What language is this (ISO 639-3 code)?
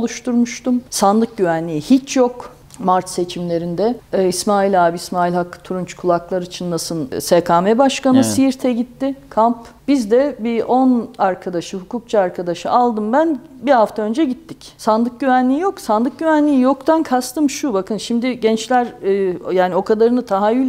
tur